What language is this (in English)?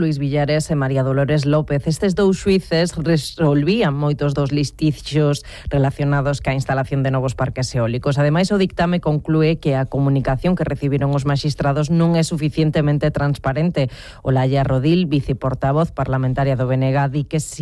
Galician